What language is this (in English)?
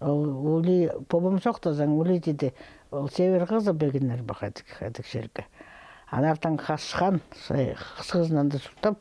Khakas